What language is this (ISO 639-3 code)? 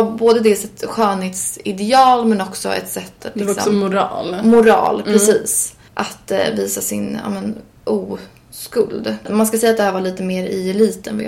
swe